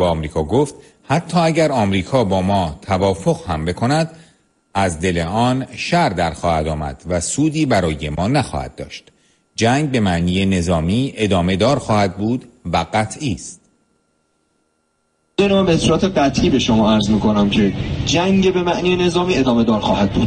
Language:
Persian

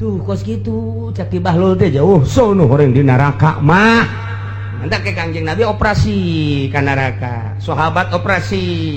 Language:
Sundanese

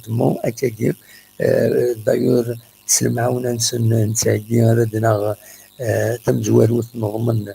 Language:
Kabyle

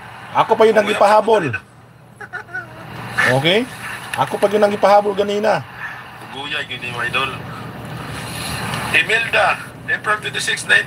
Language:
Cebuano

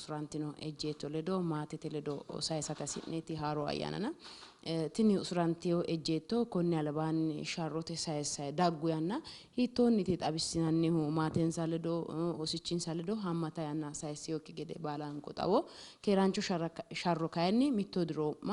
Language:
Sidamo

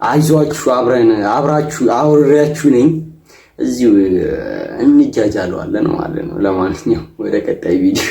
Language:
Amharic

